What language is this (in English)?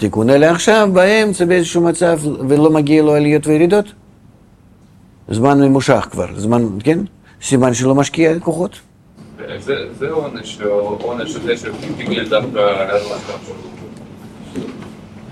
Hebrew